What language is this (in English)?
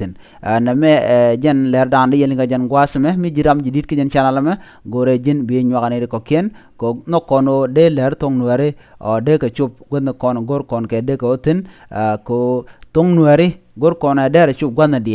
Nuer